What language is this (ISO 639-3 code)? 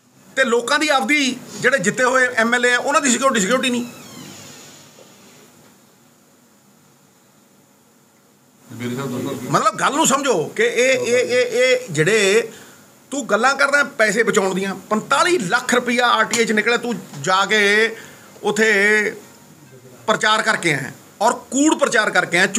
pan